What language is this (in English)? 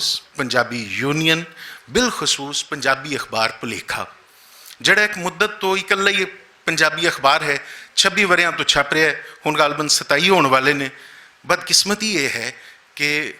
Western Panjabi